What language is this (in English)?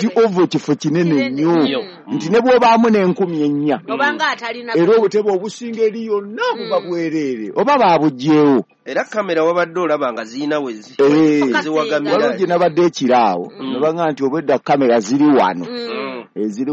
Ganda